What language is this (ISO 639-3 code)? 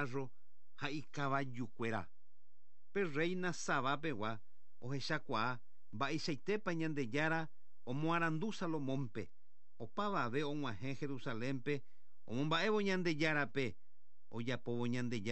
grn